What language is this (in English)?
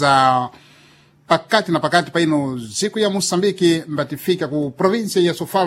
Sena